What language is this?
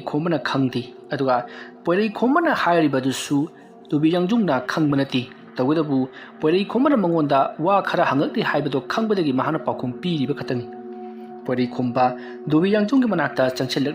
Manipuri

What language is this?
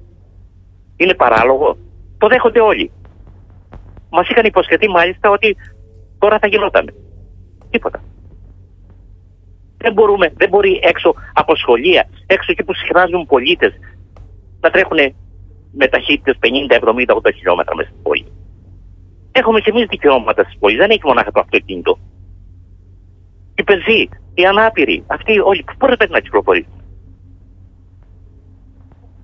Greek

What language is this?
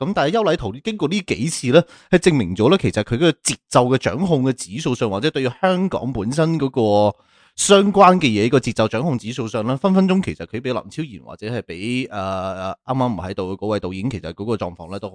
Cantonese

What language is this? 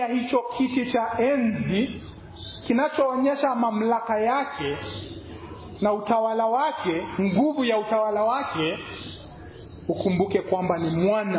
Swahili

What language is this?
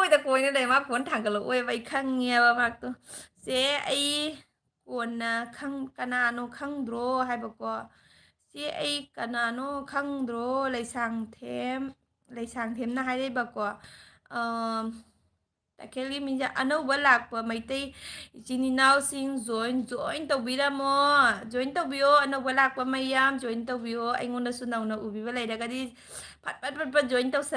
Manipuri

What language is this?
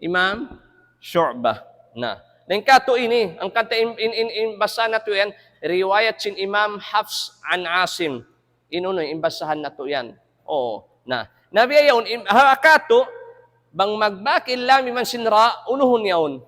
Tausug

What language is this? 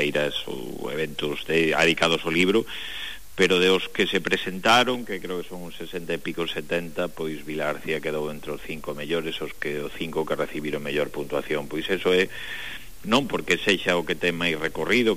Galician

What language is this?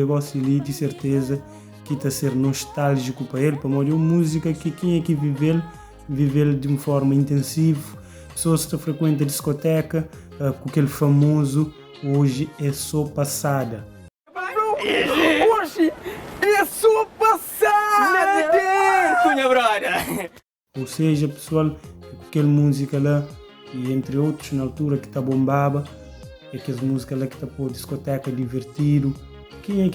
Kabuverdianu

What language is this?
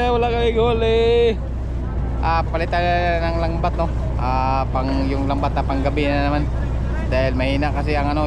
Filipino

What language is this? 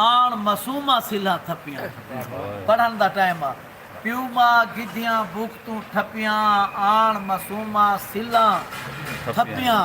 Saraiki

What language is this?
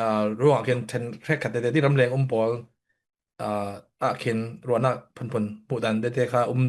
Falam Chin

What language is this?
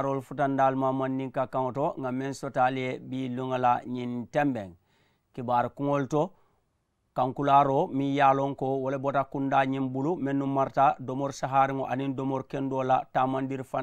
Mandingo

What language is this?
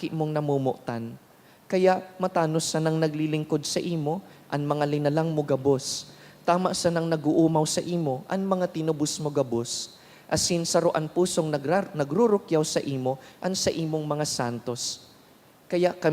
Bikol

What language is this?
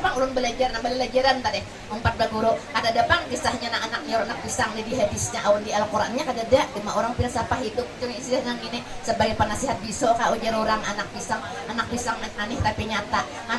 Banjar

